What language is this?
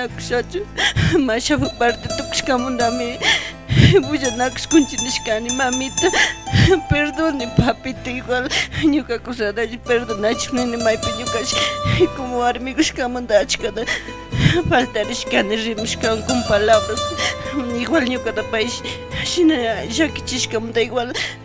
Chimborazo Highland Quichua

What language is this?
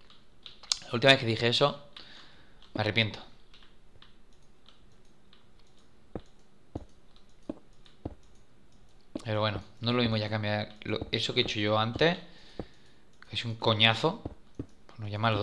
Spanish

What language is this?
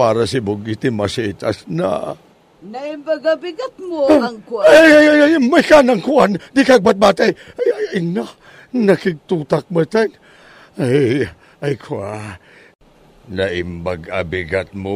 Iloko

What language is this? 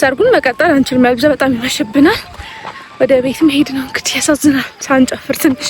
Amharic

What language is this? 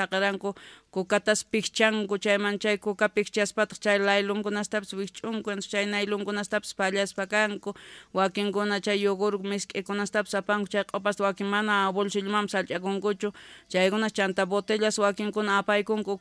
South Bolivian Quechua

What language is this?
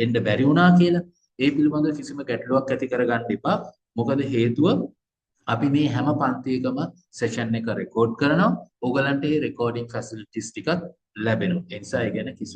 Sinhala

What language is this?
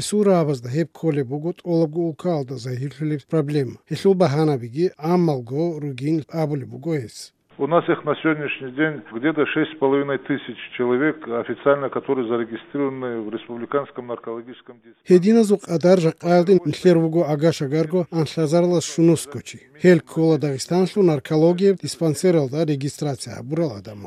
Avaric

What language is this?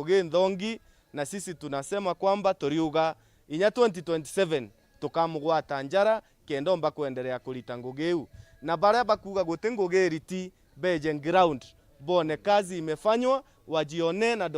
Meru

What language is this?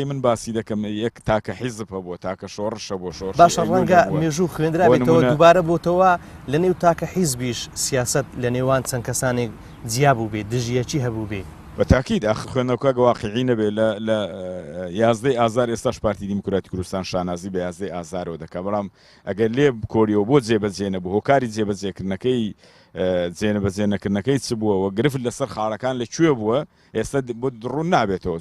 Central Kurdish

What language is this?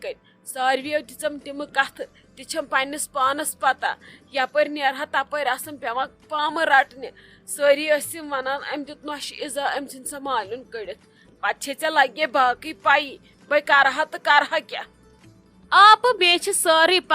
Kashmiri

